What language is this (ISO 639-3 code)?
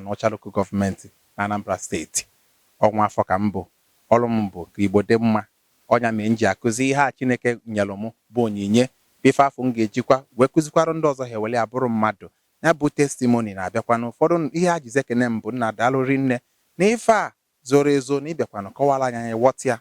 ibo